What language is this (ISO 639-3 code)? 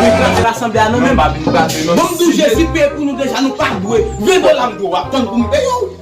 hat